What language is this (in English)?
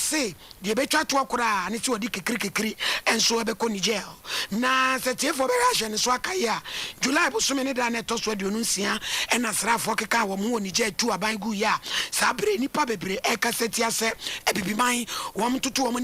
Akan